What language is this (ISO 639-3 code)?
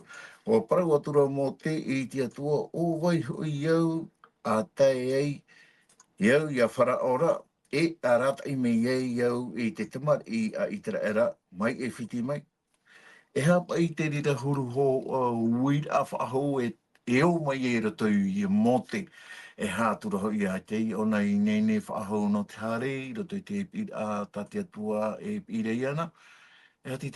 tah